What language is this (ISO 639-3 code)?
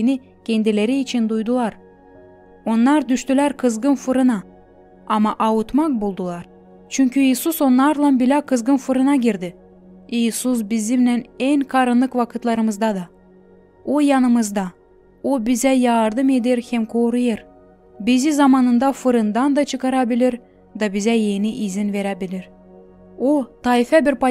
gag